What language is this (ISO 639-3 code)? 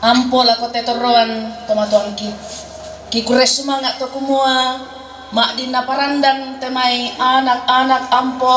sda